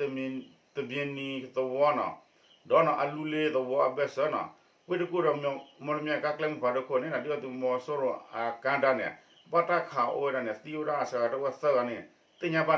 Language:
S'gaw Karen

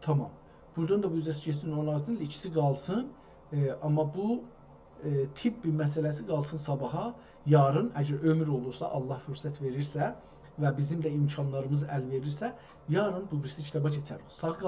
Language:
South Azerbaijani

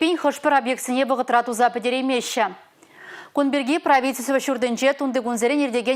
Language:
Chuvash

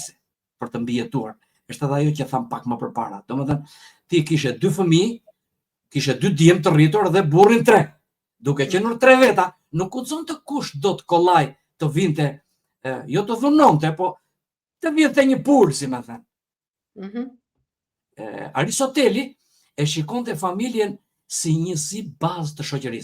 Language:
Albanian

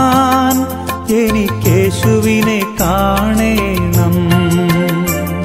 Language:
Malayalam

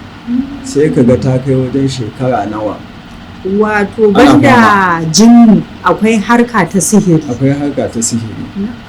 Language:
Hausa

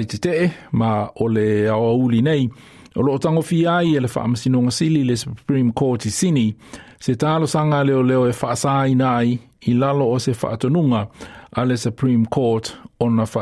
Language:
Samoan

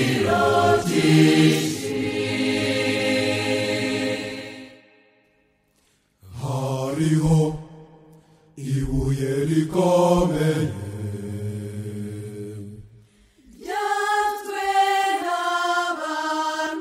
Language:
Kinyarwanda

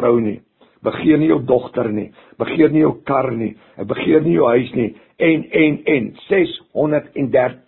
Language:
Afrikaans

